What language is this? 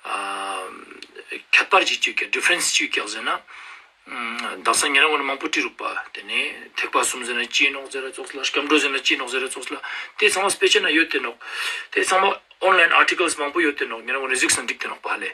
Ladakhi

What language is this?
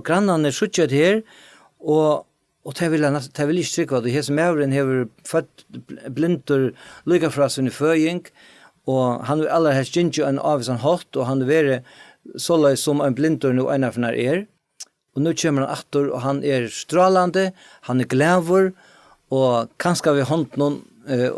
Faroese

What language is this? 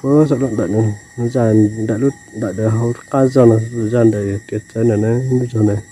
Hmong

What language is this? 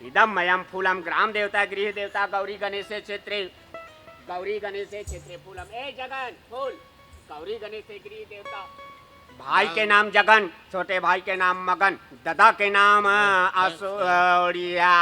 Chhattisgarhi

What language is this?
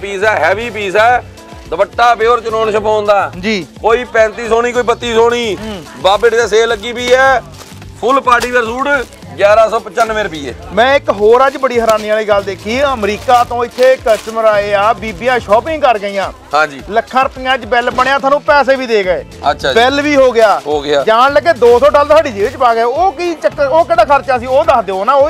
Punjabi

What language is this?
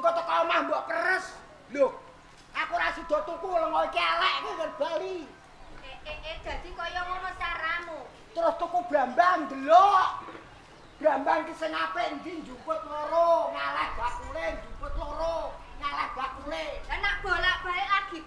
Javanese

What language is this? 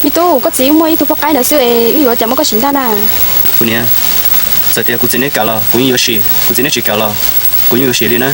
Hmong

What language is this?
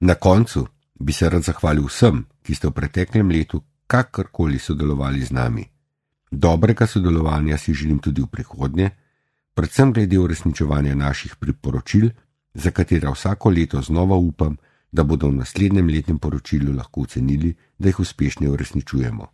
Slovenian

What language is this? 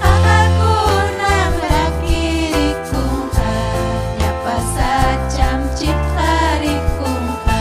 Ayacucho Quechua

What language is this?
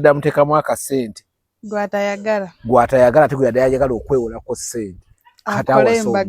Ganda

